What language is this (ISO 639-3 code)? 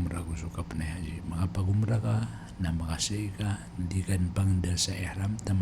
mrw